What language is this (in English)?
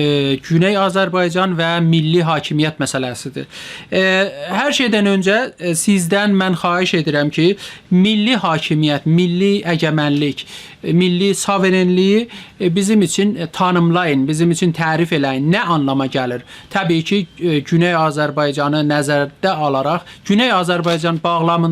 South Azerbaijani